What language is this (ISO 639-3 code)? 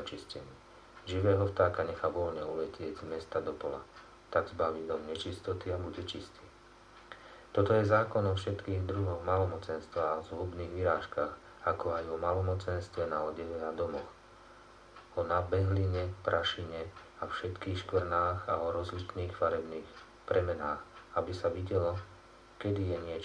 slk